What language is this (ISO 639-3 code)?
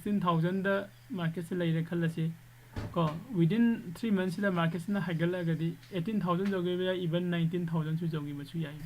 mni